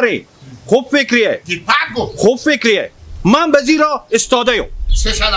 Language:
Hazaragi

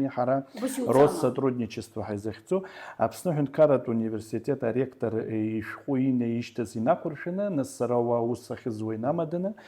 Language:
Abkhazian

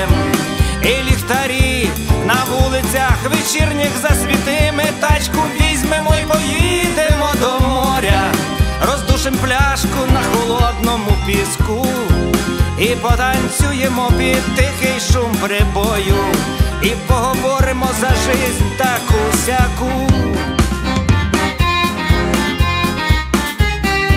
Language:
Ukrainian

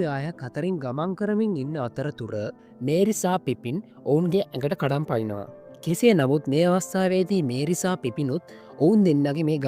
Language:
Sinhala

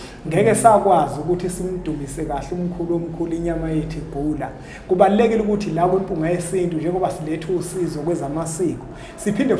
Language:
Zulu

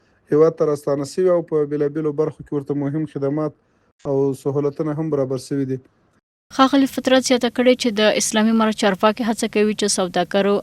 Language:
Pashto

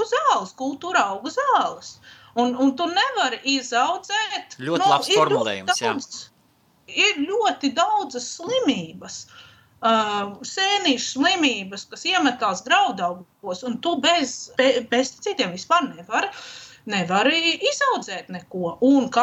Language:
Latvian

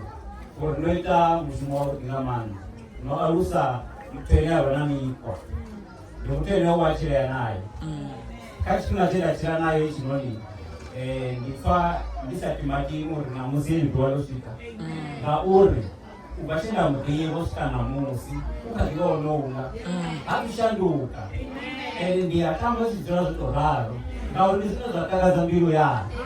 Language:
Venda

